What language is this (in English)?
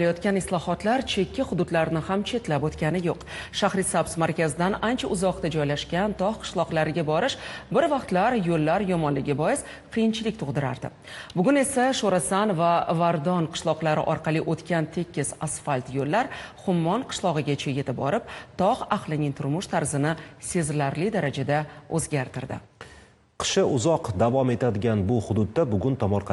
Uzbek